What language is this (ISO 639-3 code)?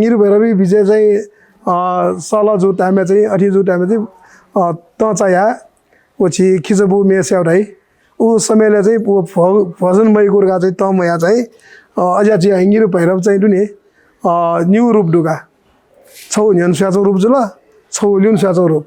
new